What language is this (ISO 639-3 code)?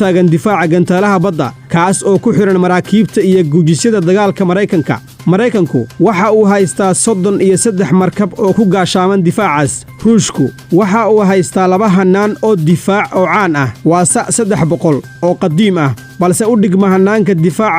som